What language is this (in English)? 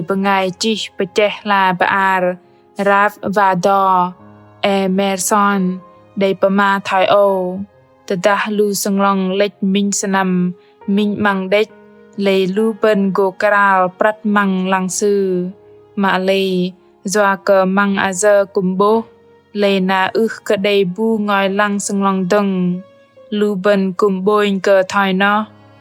Bahnar